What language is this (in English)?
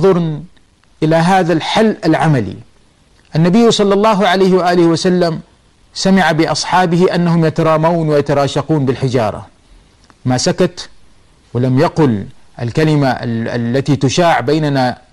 Arabic